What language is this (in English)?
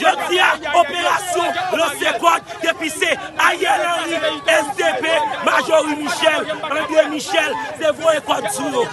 Haitian Creole